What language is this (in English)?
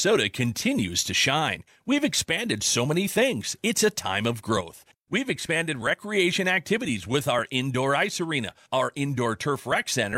English